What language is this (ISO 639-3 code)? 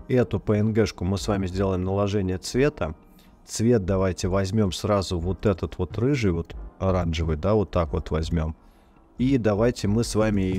rus